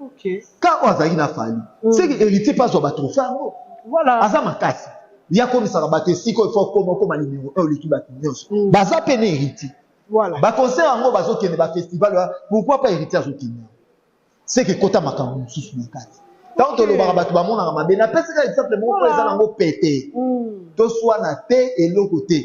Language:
Lingala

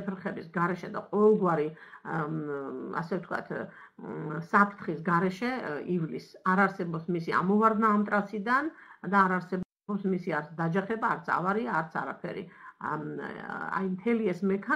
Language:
Georgian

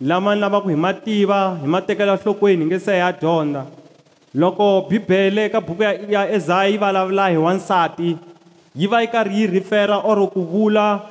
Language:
Tsonga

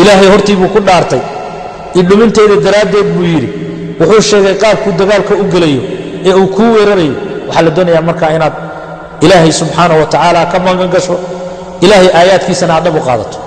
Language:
Somali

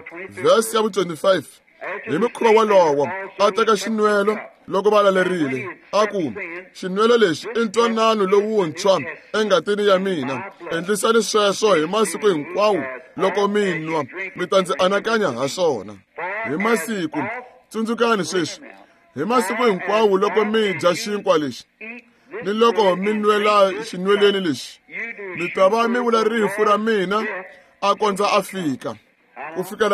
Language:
Tsonga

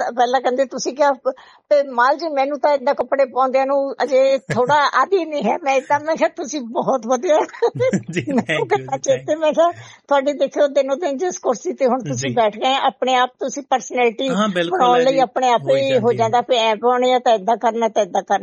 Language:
Punjabi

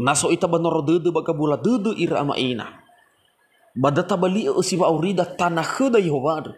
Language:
Nias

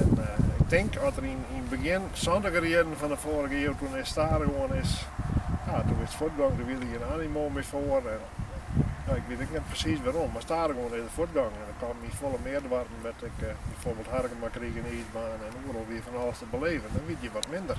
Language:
Western Frisian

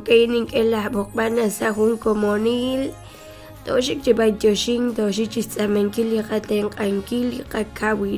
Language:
Kekchí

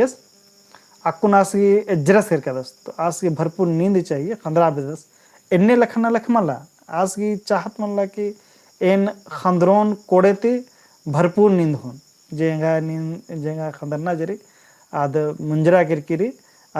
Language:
Kurukh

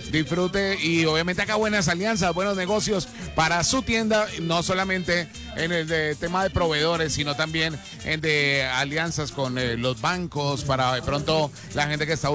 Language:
Spanish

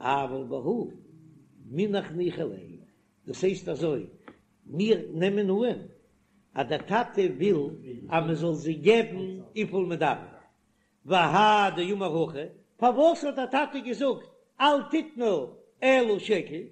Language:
Yiddish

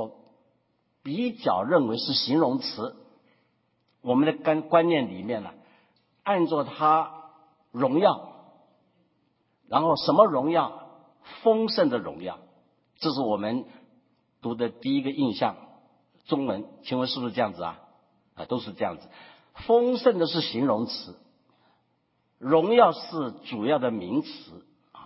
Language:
Chinese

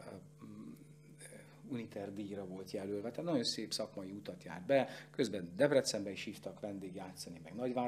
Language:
Hungarian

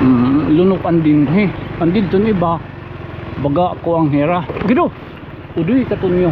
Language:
Waray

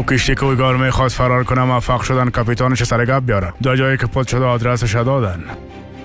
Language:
Persian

